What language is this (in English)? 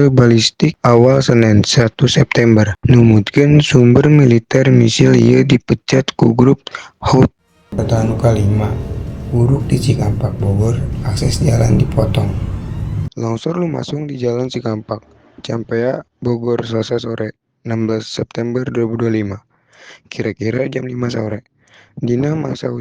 Sundanese